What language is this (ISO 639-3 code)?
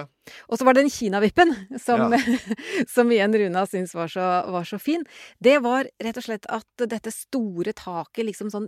nor